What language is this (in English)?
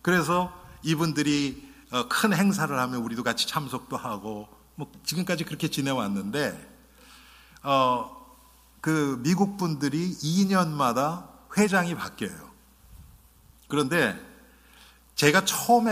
Korean